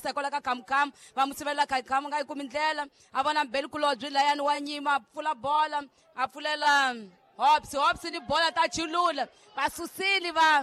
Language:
Tsonga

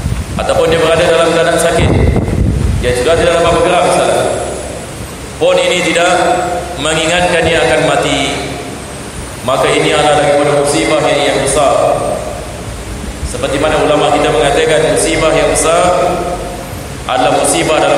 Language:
Malay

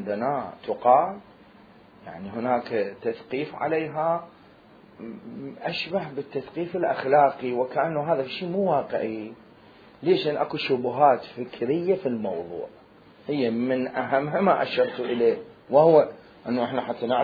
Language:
Mesopotamian Arabic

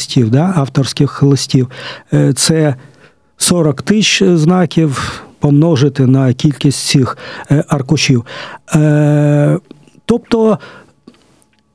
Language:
Ukrainian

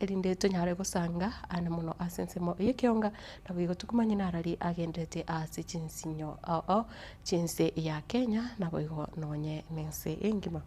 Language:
Gusii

